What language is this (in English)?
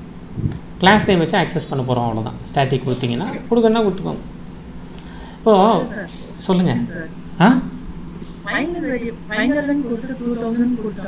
Tamil